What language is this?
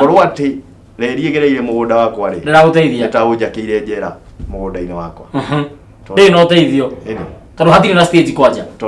Kikuyu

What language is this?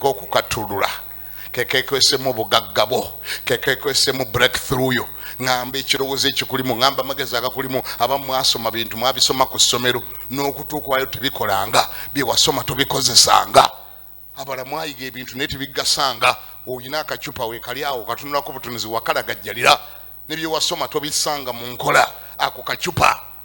Ganda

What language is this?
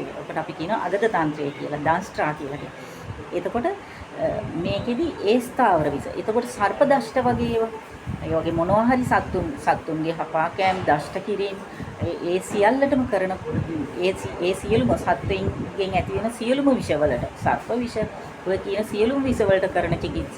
Sinhala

